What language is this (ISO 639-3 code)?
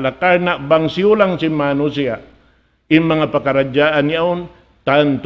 tsg